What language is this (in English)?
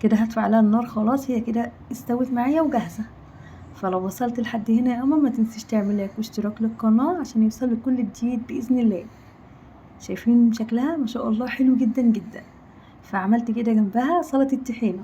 Egyptian Arabic